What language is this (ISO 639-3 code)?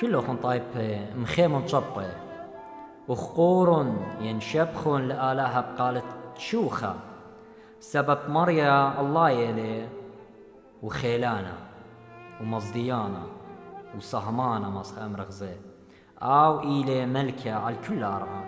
aii